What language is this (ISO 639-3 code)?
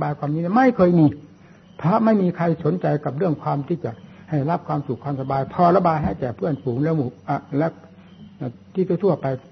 tha